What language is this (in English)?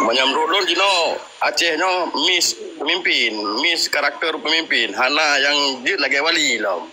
Achinese